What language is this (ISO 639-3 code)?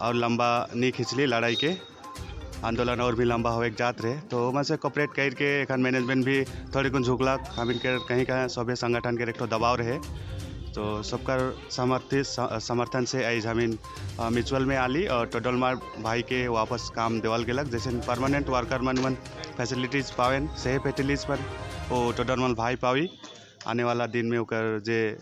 sck